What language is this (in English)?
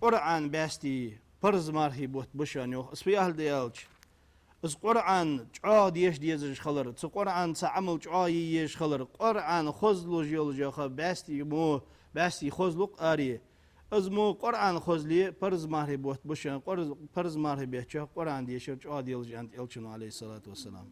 Ingush